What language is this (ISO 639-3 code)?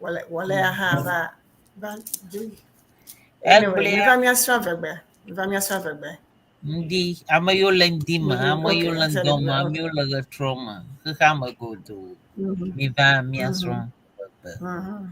ewe